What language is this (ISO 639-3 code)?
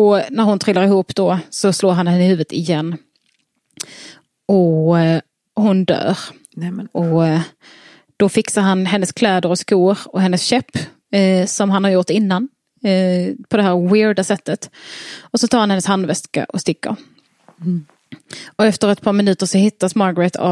swe